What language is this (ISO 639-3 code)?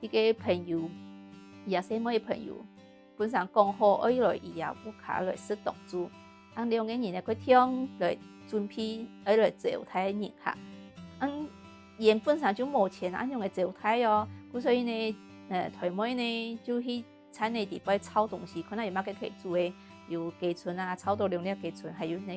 hak